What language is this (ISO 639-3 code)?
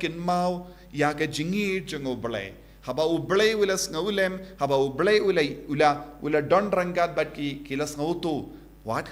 kha